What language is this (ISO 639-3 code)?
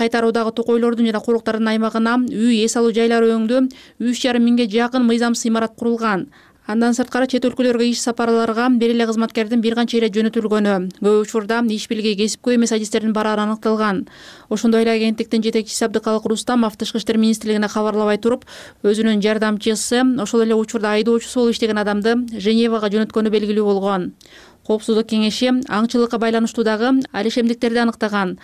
kir